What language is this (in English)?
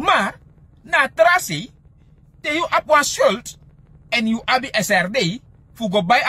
Sranan Tongo